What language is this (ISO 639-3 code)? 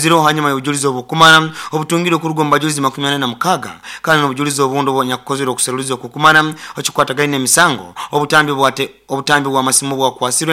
nyo